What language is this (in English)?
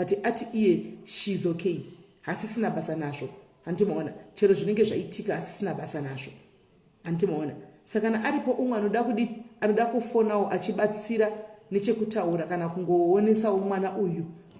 Shona